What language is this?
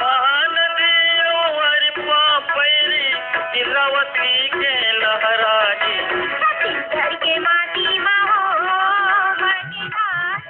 Chhattisgarhi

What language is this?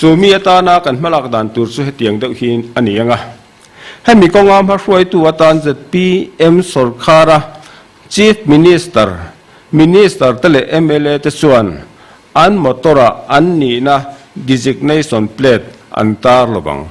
Mizo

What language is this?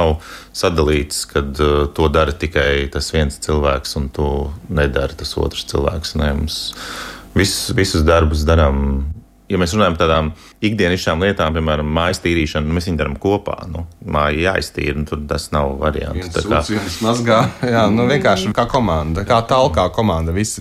Latvian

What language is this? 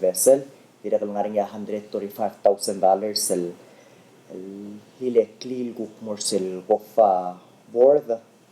Palauan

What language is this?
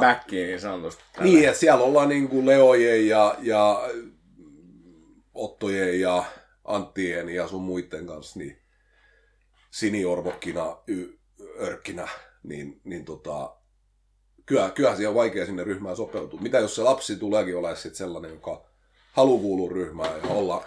Finnish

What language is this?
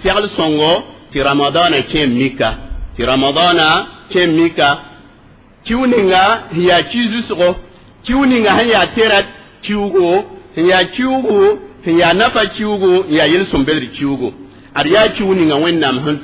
Mossi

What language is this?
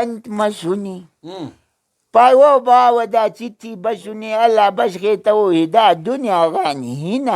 Brahui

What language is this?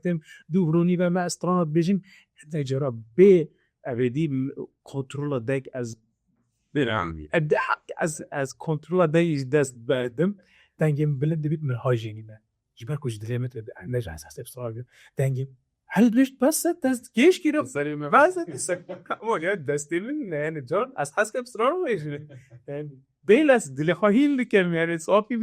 Kurdish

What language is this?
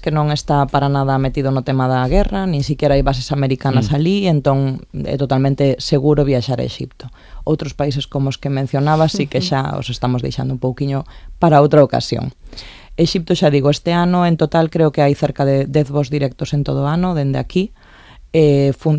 Galician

